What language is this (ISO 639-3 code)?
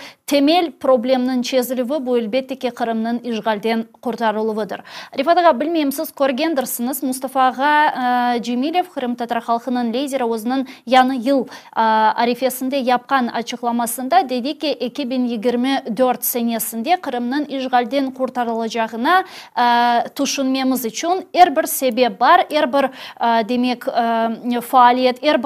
crh